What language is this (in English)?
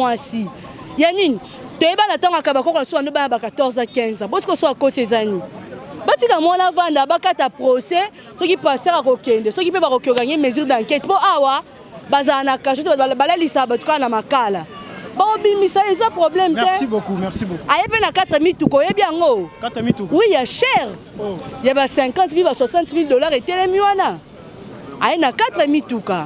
Lingala